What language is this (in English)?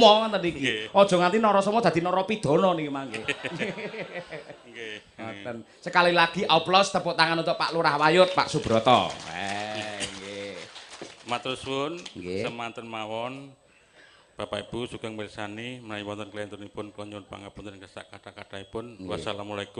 Javanese